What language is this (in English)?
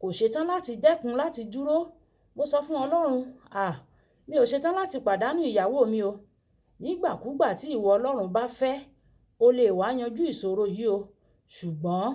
Yoruba